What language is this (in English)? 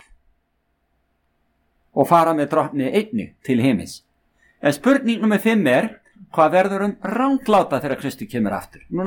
Icelandic